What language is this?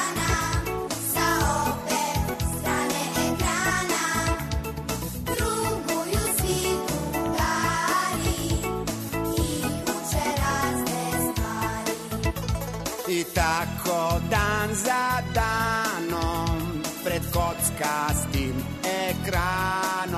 Serbian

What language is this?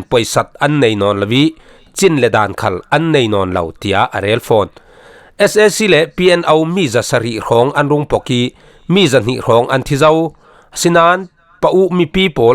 Falam Chin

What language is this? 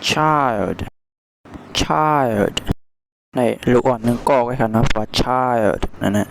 Shan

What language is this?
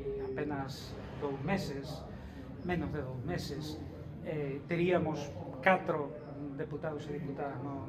Galician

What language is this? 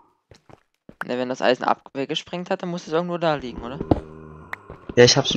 German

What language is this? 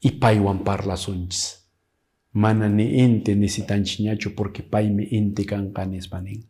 Quechua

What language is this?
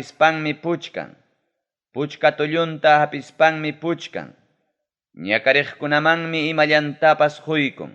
Ayacucho Quechua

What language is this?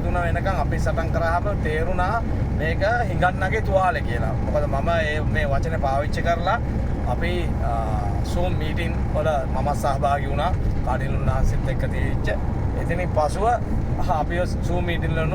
Sinhala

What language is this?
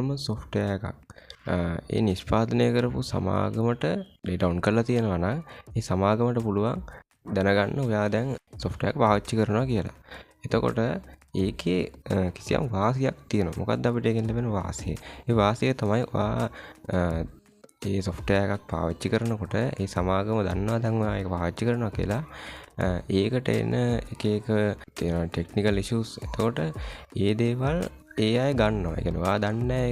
Sinhala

